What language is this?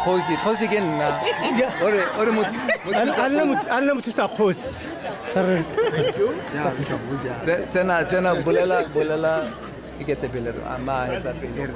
Tswana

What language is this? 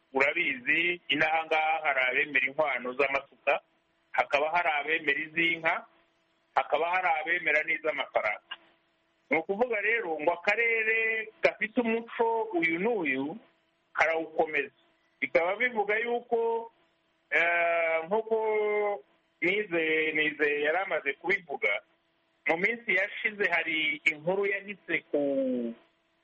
Kinyarwanda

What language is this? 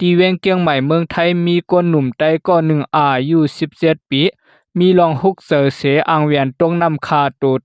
Shan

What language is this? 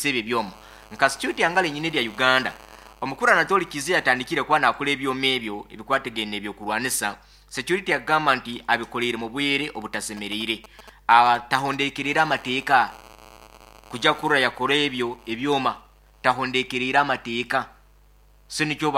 Nyoro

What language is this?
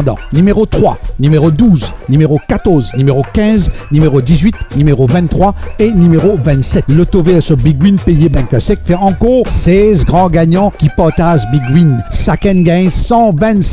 Morisyen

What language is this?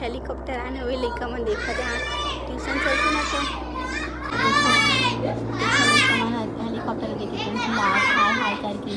Chhattisgarhi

